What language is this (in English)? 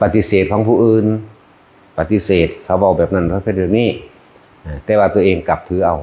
Lao